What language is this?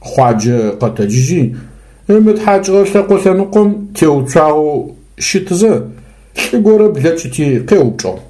Adyghe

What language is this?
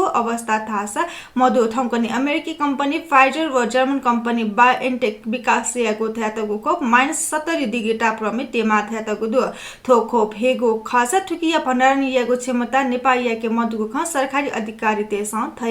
Newari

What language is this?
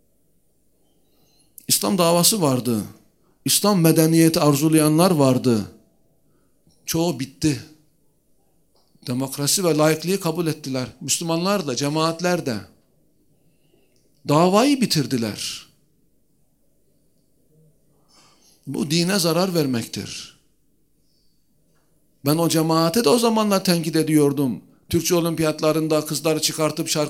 Turkish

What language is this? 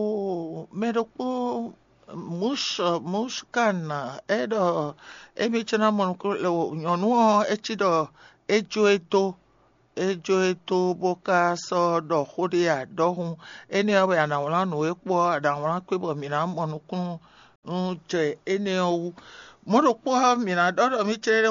Fon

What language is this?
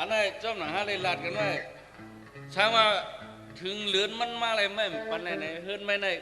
Shan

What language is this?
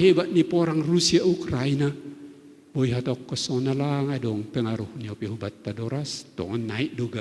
Batak Simalungun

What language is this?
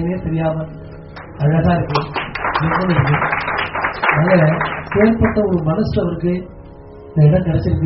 Tamil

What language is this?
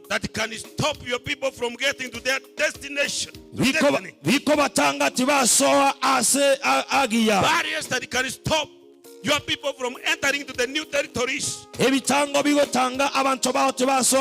Gusii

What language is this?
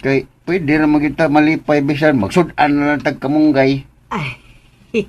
Cebuano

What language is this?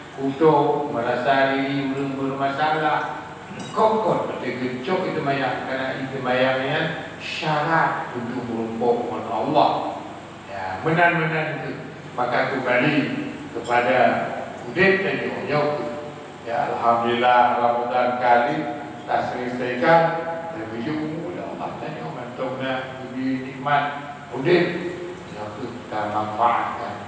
Achinese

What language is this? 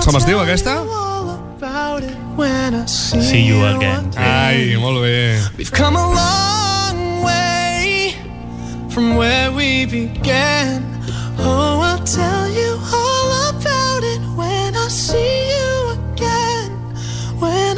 Catalan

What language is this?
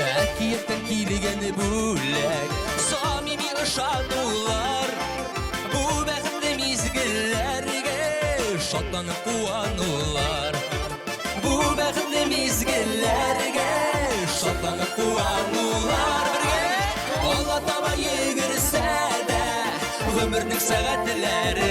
Tatar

